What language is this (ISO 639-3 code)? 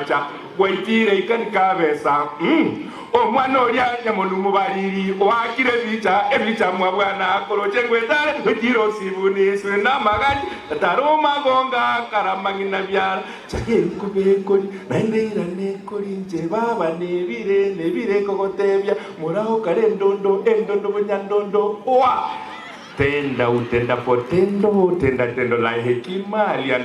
guz